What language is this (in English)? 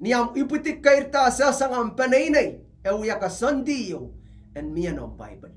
Pohnpeian